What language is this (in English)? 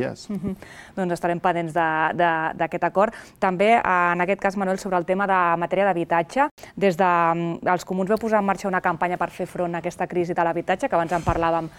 Catalan